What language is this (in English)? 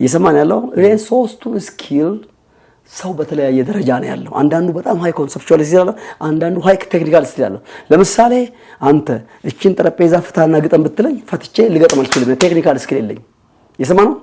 Amharic